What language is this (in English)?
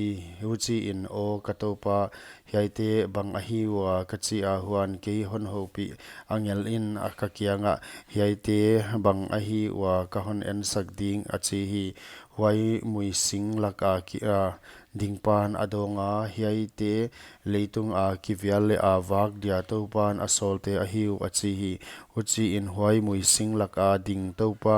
Paite Chin